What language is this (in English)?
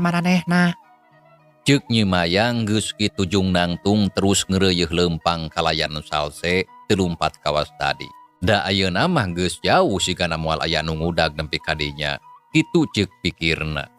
Sundanese